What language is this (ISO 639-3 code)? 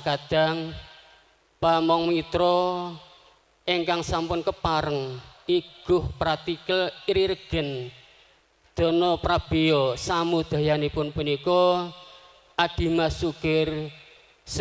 jav